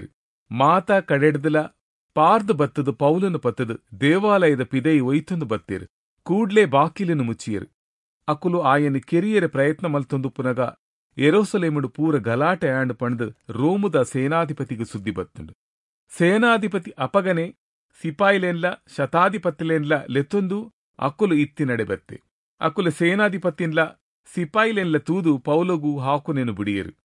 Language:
Tulu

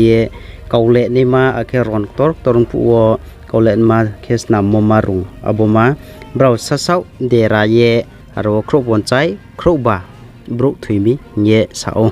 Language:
Riang (India)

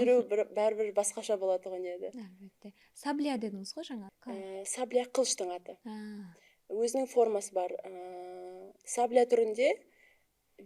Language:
Kara-Kalpak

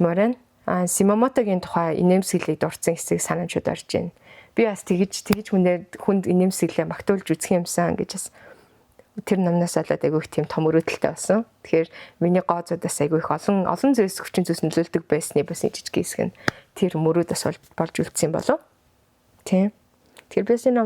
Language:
Mongolian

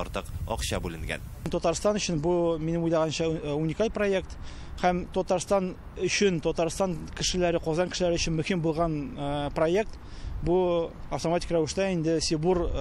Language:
Tatar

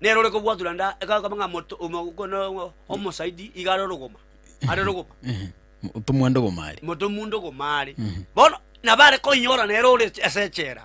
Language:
Gusii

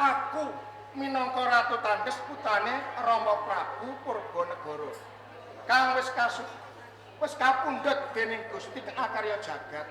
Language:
Javanese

